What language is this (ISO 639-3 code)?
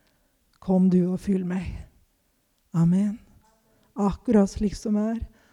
nor